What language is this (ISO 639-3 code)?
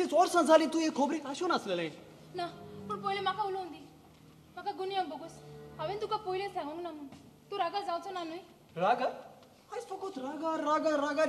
kok